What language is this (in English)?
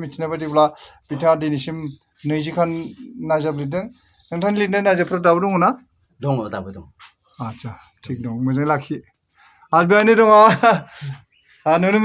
Bodo